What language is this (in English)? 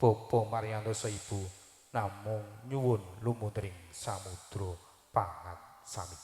Javanese